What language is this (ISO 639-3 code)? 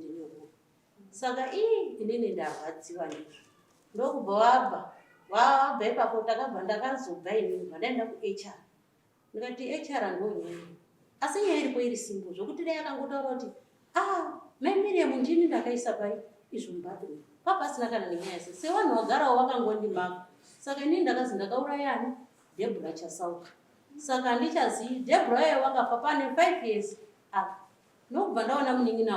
sna